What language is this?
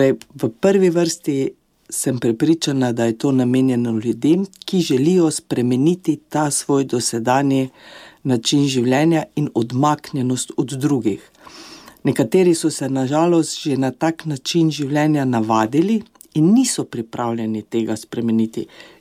Slovenian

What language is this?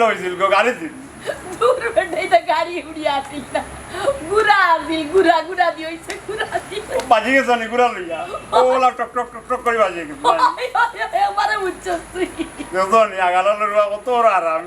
Sylheti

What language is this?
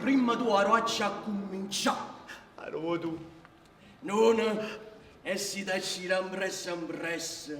Neapolitan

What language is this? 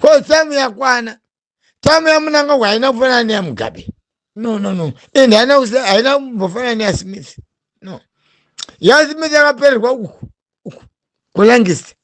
Shona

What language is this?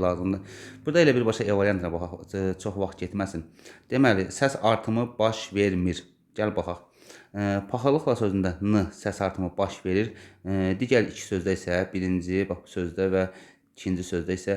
Azerbaijani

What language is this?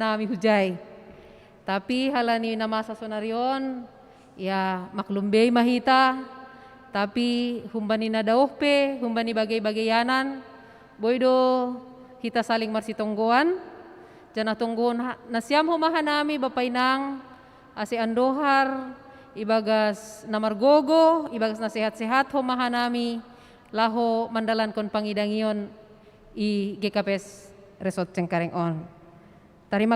Batak Simalungun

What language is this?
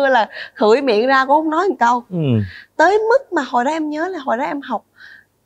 Vietnamese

